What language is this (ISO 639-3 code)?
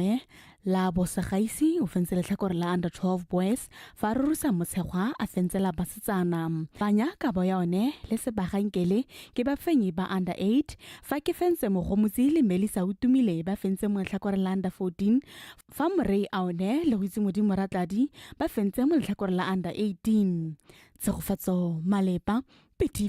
tsn